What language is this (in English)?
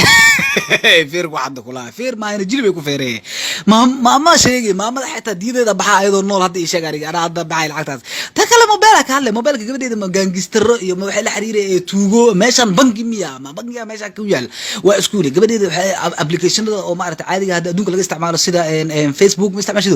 Somali